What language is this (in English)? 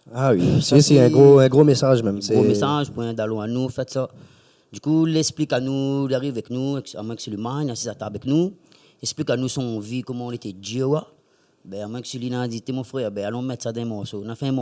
Réunion Creole French